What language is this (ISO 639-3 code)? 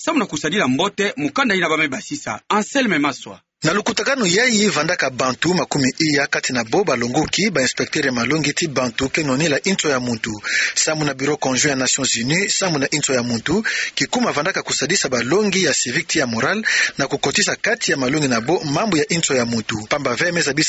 ktu